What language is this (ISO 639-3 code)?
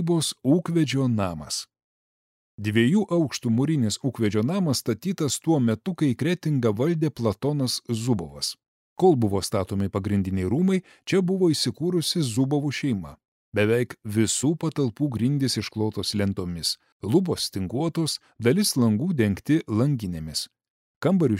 lit